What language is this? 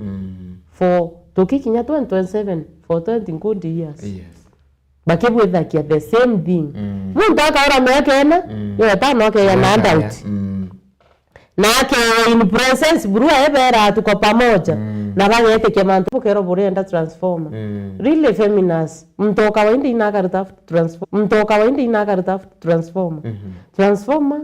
Meru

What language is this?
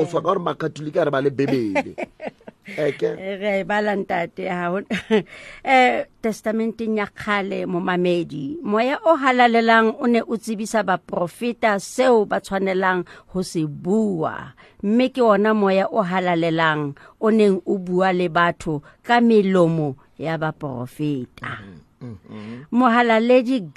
Southern Sotho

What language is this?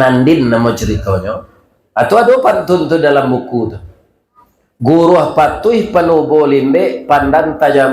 Minangkabau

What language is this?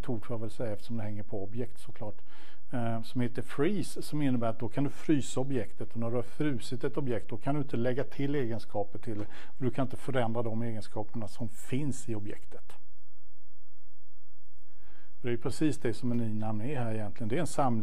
Swedish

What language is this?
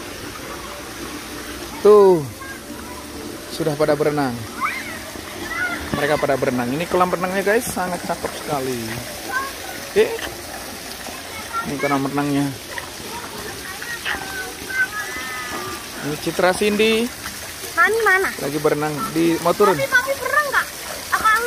Indonesian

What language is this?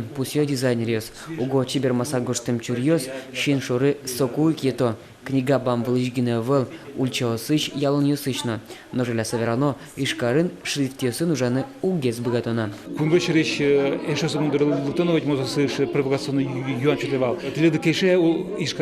Udmurt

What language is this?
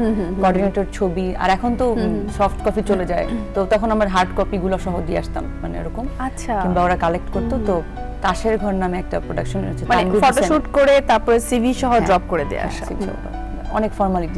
Bangla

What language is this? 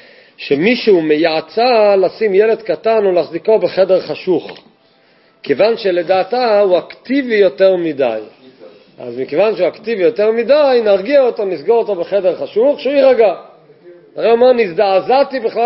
Hebrew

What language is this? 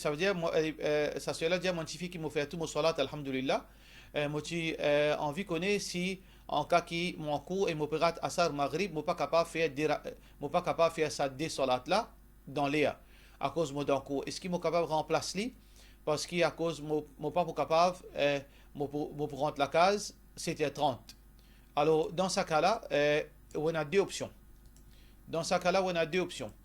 Morisyen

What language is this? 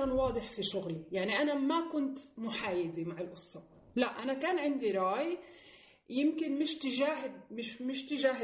North Levantine Arabic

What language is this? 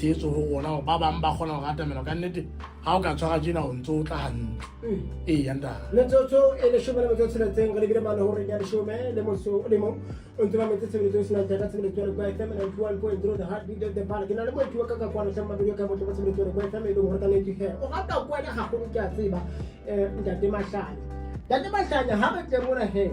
Southern Sotho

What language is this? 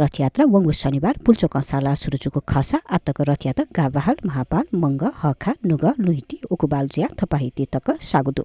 Newari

